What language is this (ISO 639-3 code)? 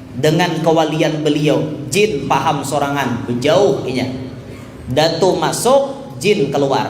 bjn